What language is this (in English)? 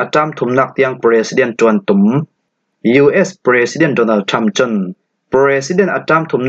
Falam Chin